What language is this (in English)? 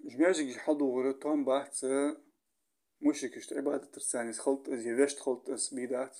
Ingush